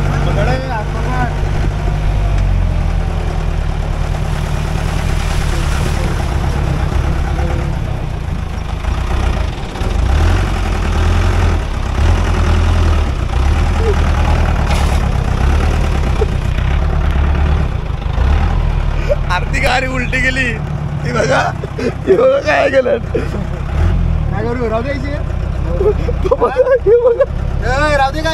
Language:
Marathi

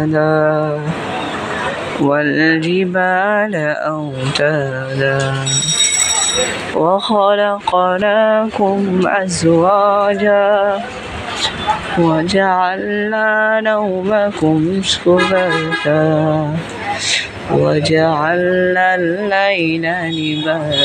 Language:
Arabic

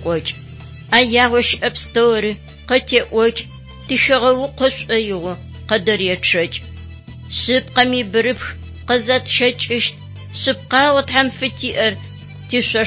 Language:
Adyghe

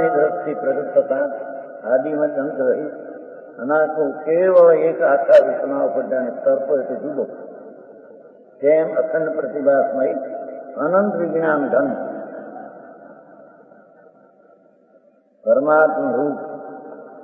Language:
Gujarati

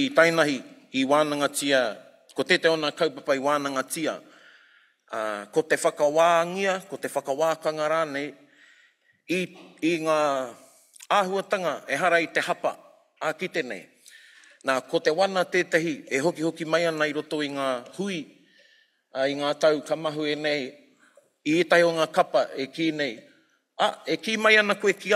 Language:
Māori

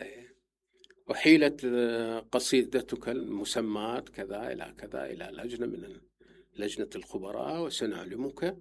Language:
Mesopotamian Arabic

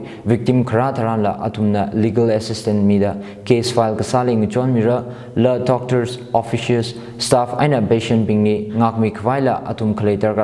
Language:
Tangkhul Naga (India)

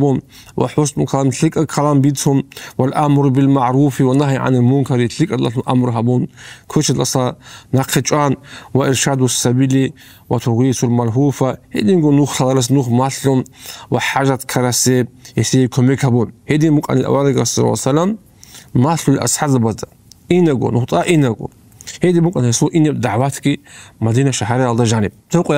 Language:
Avaric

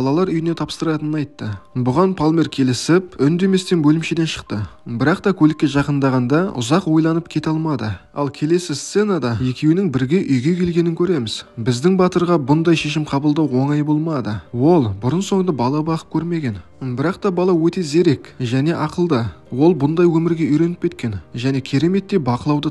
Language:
Kazakh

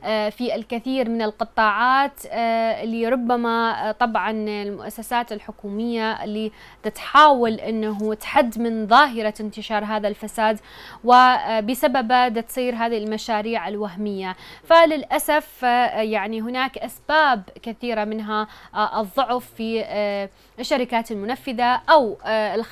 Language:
Mesopotamian Arabic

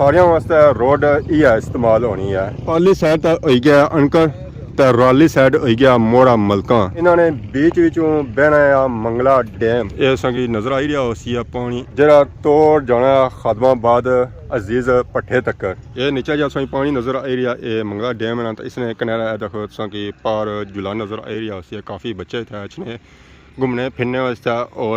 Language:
Pahari-Potwari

